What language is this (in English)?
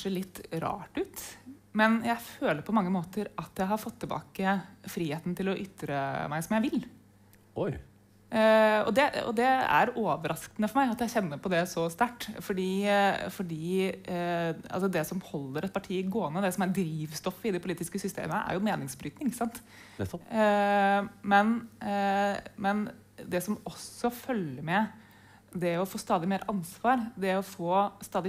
Norwegian